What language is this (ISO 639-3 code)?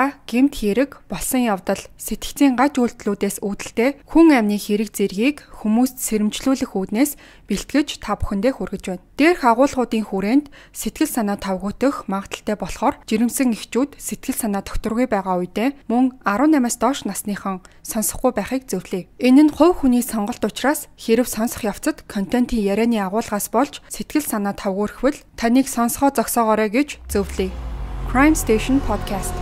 mon